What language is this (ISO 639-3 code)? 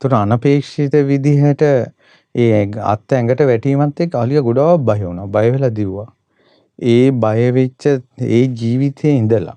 sin